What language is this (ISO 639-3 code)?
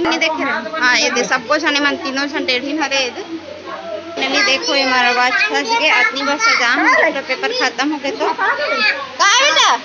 hne